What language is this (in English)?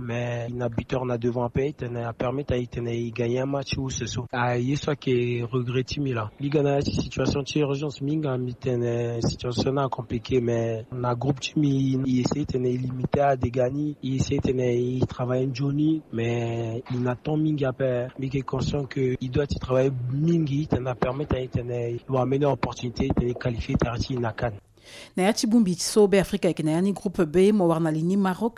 Sango